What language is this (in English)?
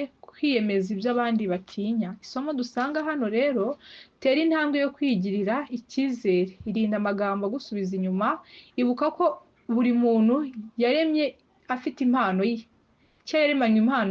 Kinyarwanda